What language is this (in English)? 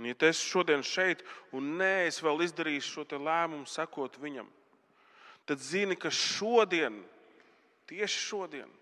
Latvian